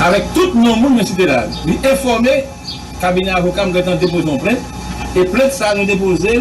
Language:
Haitian Creole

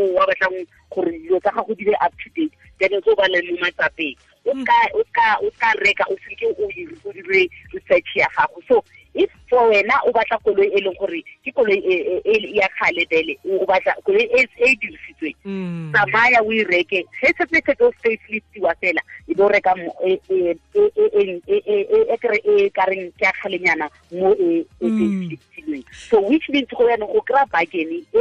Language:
Tswana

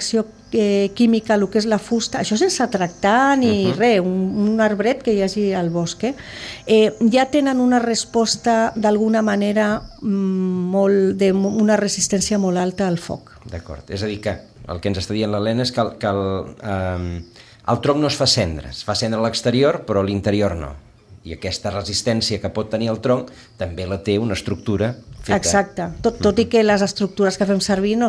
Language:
Catalan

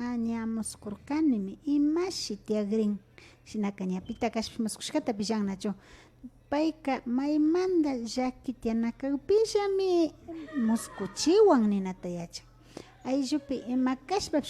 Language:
Imbabura Highland Quichua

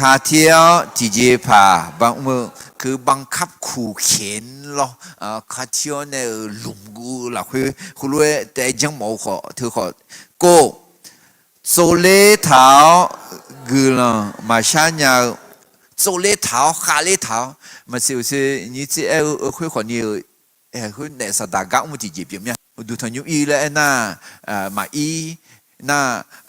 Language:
Akha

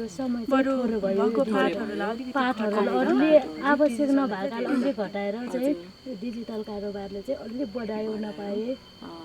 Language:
Nepali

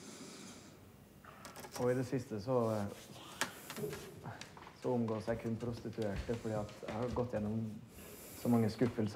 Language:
Norwegian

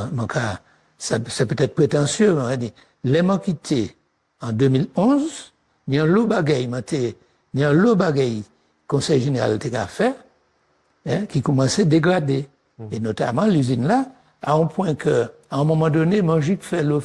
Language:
Guadeloupean Creole French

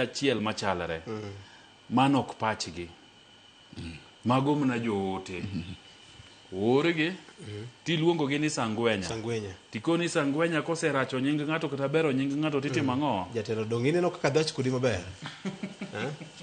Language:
Luo (Kenya and Tanzania)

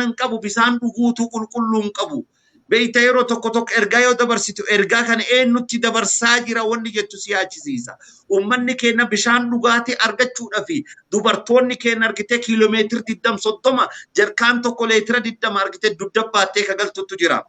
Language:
Oromo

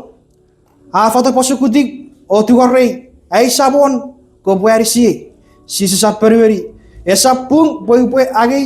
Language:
Chuukese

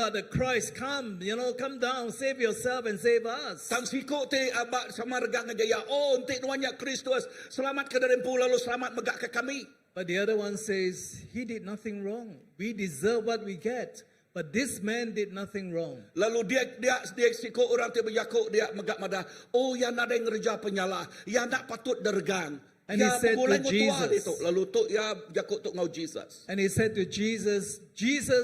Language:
Iban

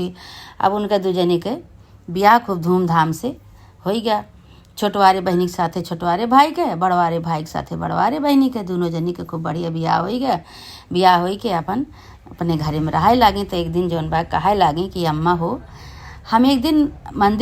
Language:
Awadhi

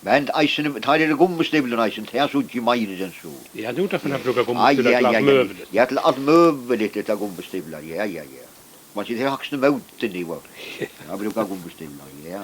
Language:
Faroese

